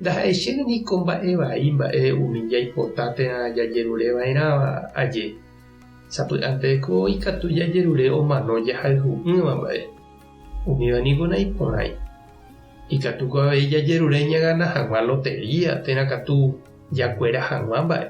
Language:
Guarani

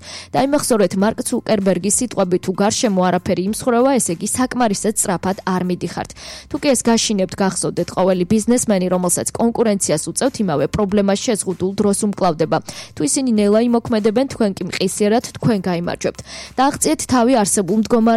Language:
Georgian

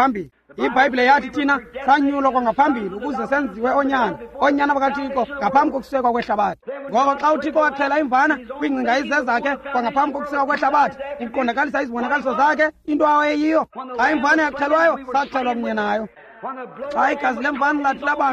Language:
Xhosa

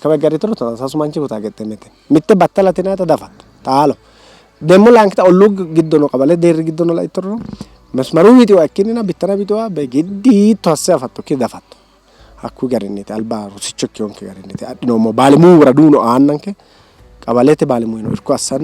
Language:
Sidamo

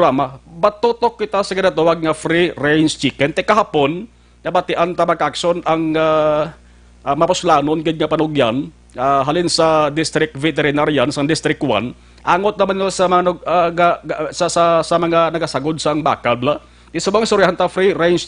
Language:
Hiligaynon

